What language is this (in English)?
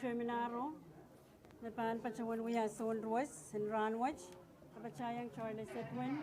Pohnpeian